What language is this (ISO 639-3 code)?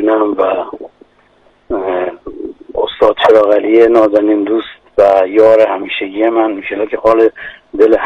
fas